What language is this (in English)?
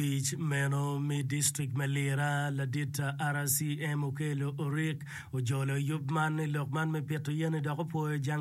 Acoli